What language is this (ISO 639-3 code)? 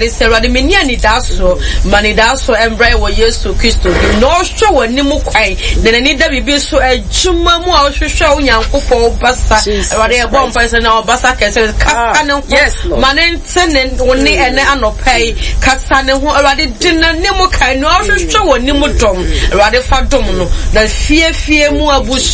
aka